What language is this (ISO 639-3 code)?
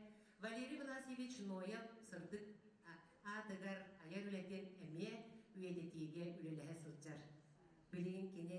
sah